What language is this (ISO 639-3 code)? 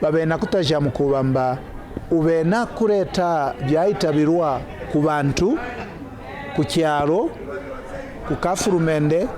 kqn